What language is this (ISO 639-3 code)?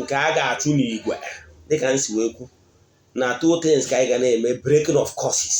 ibo